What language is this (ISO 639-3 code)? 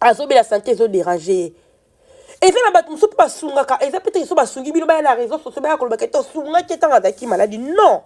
lin